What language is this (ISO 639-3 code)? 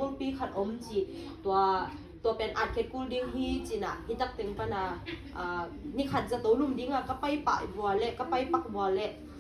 ctd